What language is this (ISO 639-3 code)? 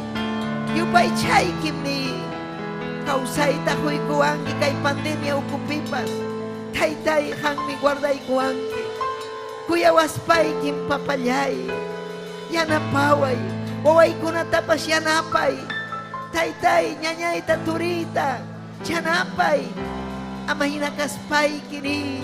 quy